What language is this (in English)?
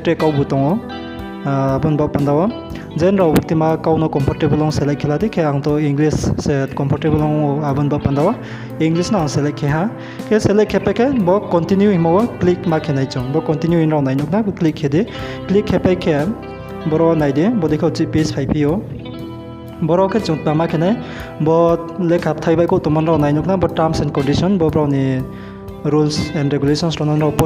Riang (India)